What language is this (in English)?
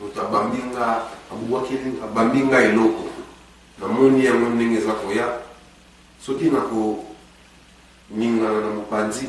Lingala